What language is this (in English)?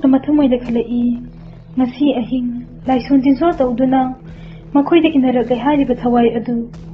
Manipuri